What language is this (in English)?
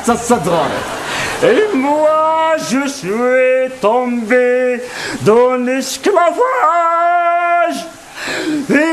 Kabyle